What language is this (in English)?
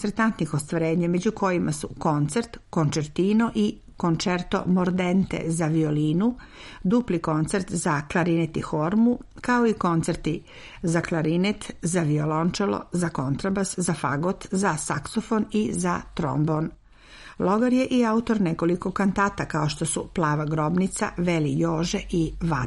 Serbian